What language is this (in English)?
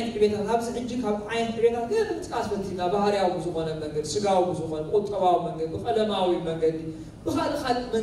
Tigrinya